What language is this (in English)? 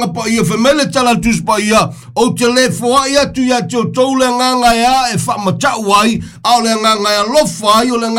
Samoan